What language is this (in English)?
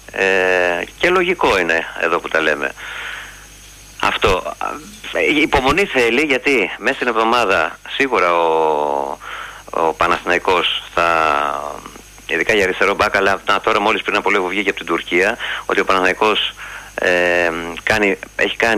Greek